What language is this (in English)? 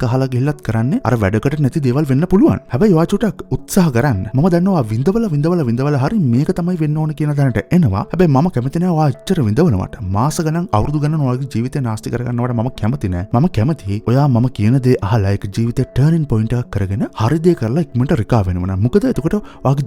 Sinhala